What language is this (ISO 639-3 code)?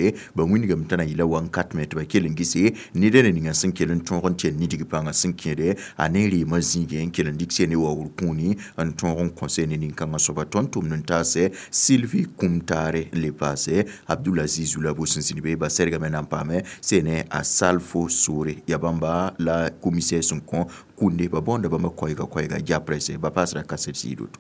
mos